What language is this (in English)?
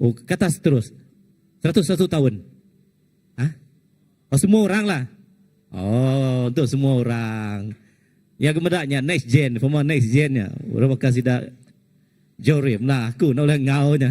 Iban